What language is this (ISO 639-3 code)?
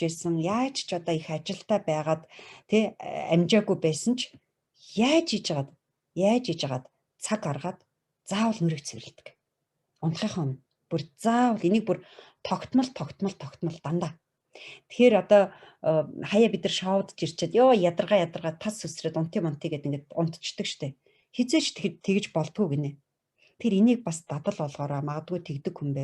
mon